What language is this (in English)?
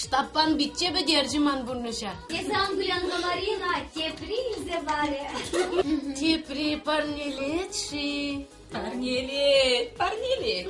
Chuvash